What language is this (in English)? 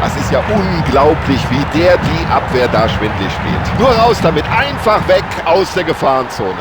Bavarian